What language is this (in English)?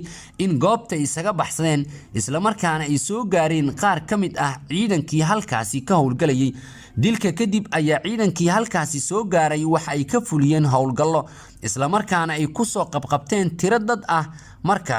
Somali